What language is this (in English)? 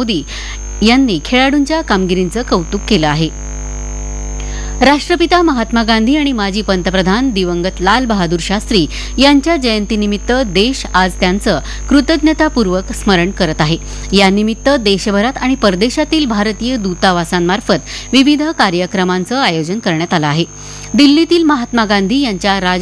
Marathi